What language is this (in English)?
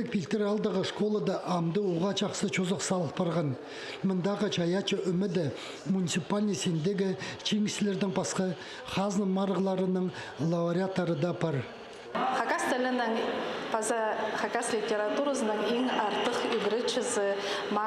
Khakas